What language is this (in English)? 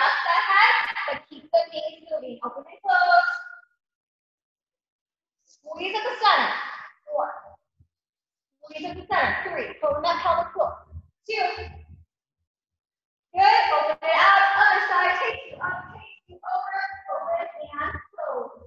English